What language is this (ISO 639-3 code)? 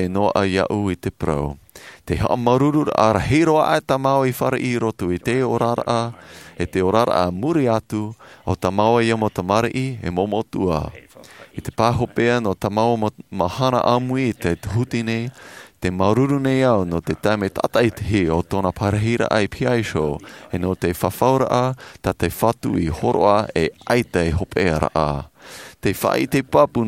tah